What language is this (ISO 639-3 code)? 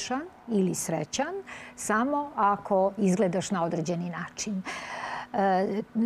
srp